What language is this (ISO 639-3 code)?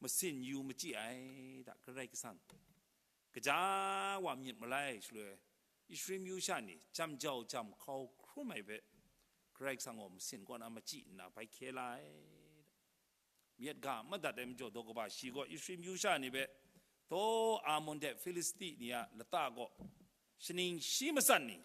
kac